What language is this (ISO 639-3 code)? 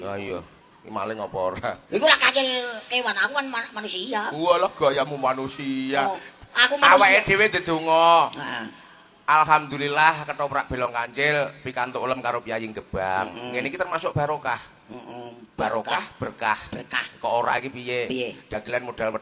jav